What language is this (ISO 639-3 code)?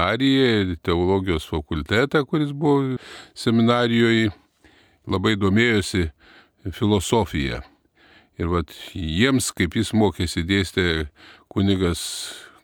lit